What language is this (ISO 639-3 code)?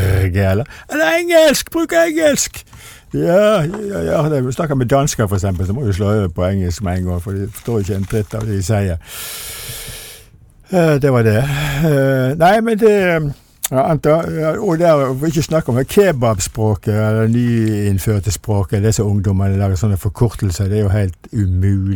nor